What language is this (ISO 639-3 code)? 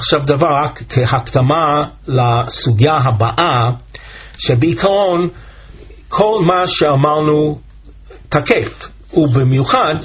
heb